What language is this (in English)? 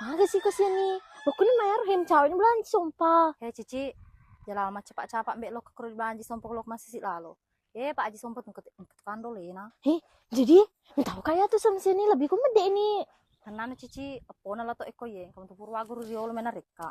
Buginese